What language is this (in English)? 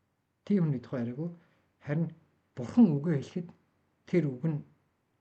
Mongolian